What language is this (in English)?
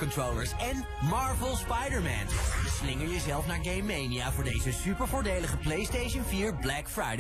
Dutch